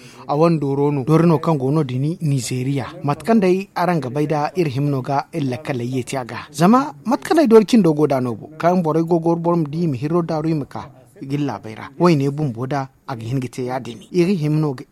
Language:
Zarma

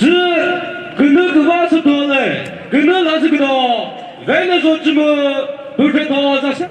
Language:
Chokri Naga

